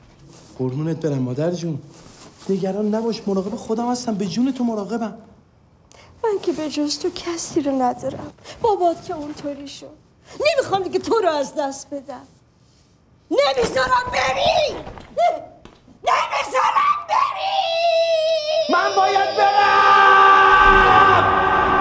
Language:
Persian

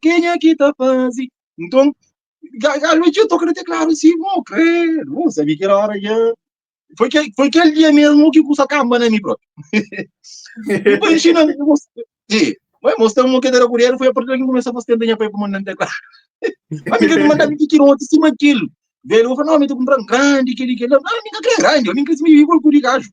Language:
Kabuverdianu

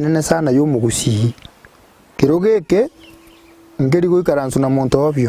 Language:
Gusii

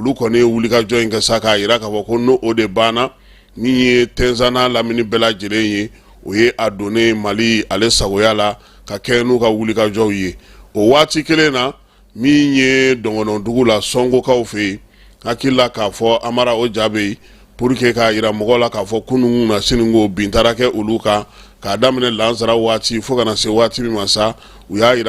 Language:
Bambara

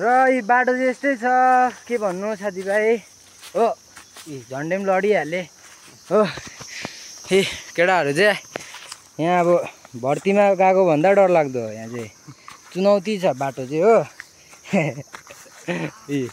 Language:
Nepali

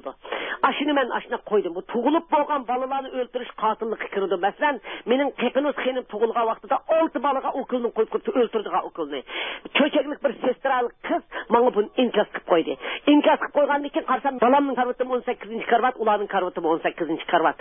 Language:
Uyghur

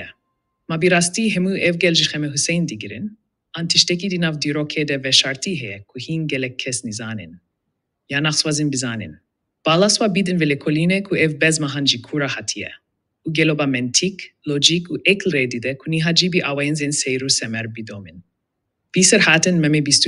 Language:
Kurdish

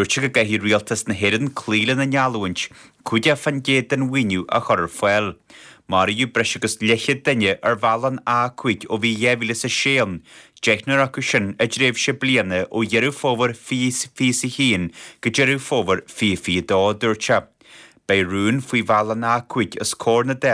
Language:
Irish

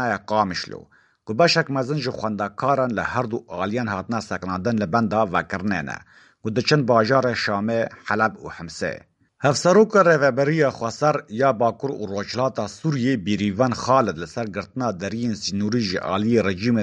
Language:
Kurdish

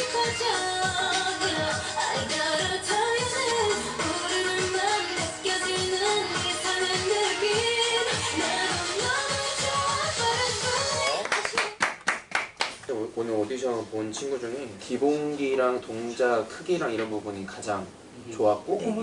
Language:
Korean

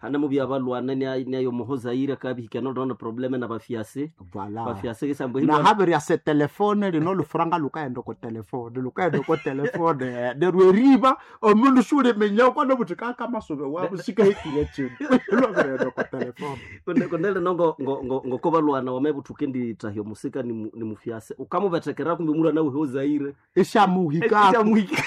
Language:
Nande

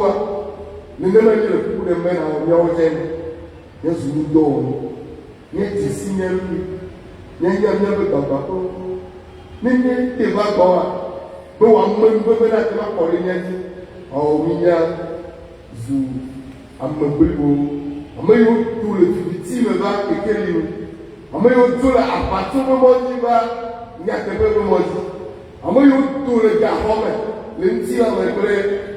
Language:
Ewe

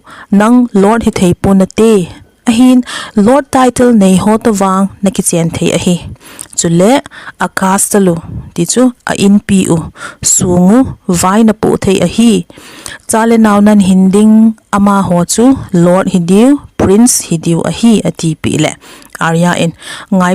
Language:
Thado Chin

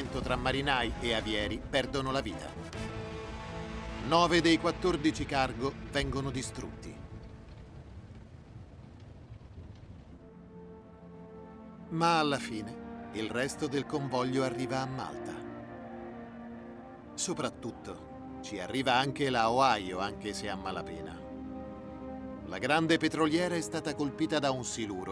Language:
Italian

